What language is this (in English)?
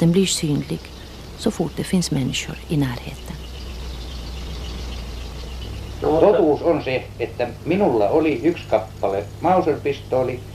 Swedish